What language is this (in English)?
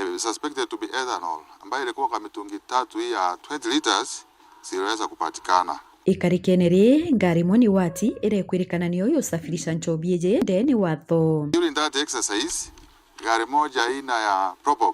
Meru